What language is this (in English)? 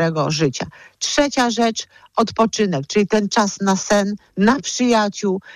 Polish